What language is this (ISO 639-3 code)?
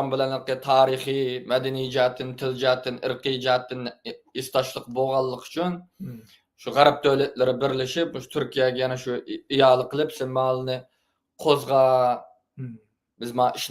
uig